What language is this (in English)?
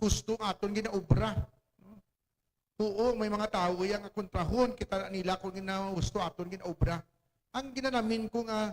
Hiligaynon